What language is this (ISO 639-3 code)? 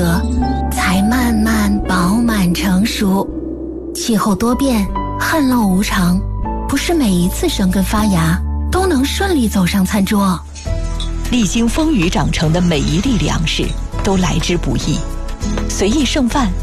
zho